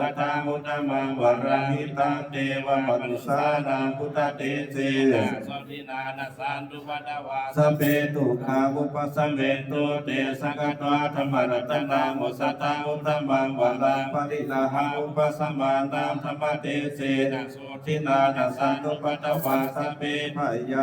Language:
Pali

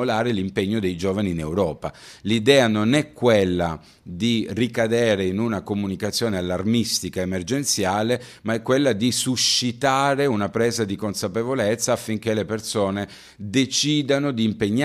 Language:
Italian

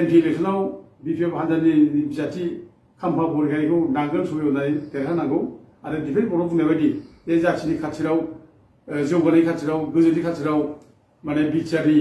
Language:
Bodo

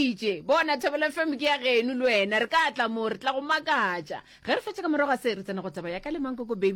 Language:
Northern Sotho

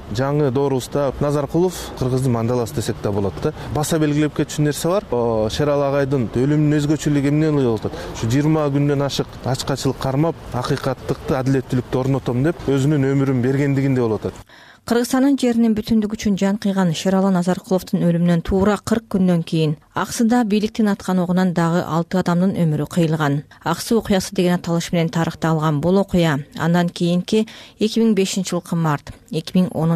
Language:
Kyrgyz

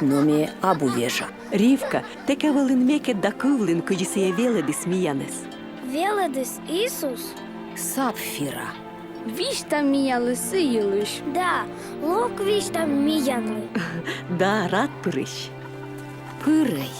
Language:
Komi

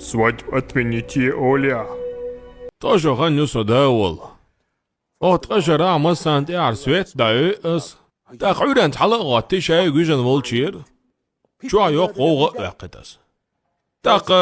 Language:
Chechen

